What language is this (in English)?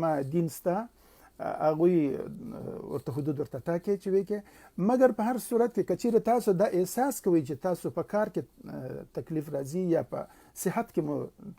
Pashto